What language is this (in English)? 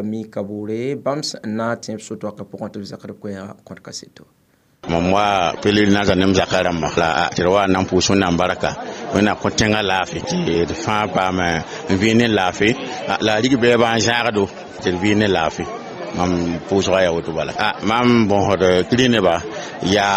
Mossi